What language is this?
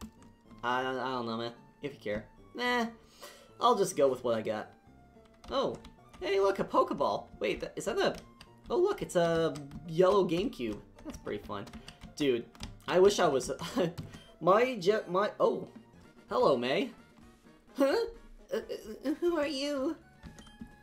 English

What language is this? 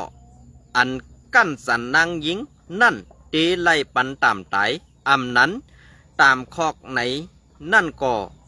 Shan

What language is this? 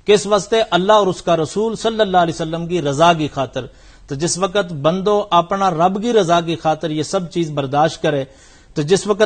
Gujari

